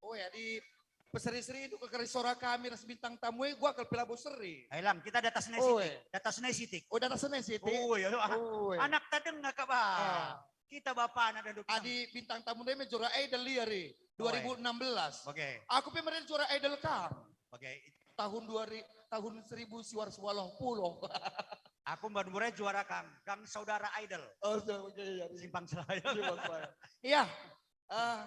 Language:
Batak Karo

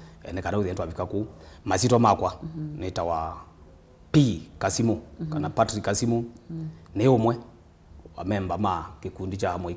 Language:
Kamba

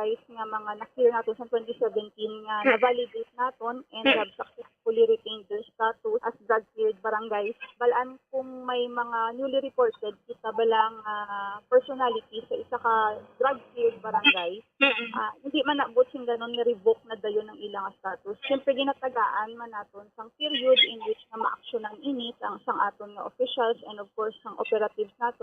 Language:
Hiligaynon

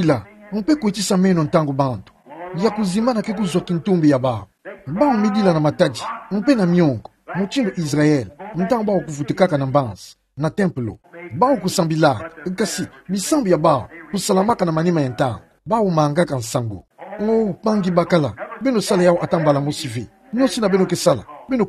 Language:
Kituba (Democratic Republic of Congo)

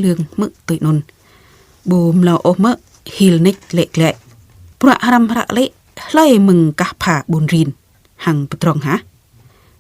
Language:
Jarai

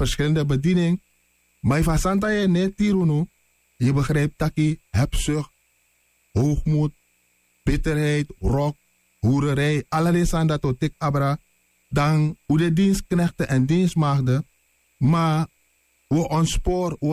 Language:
Sranan Tongo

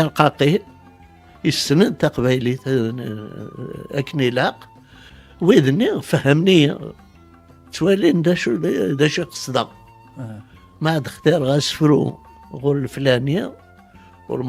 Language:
Kabyle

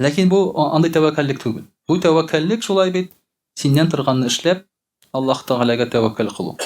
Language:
Tatar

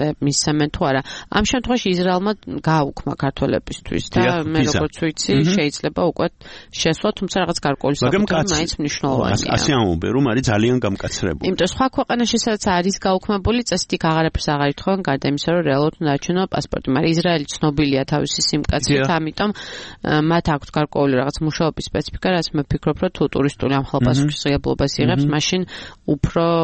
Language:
Georgian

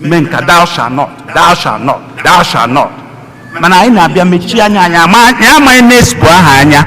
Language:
Igbo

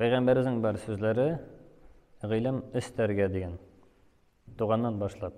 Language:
Tatar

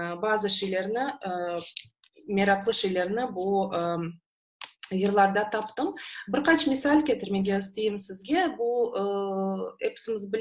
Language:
Crimean Tatar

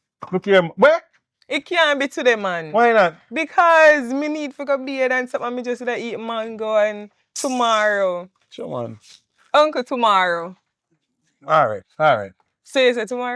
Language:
Jamaican Creole English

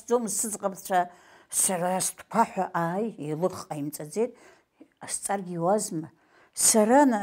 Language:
Abkhazian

